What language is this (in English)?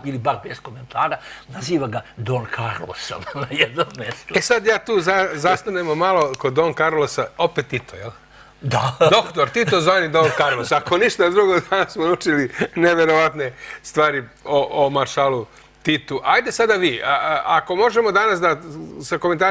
Serbian